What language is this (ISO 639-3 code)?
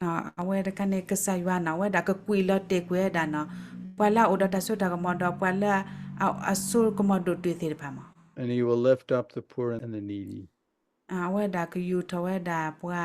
ksw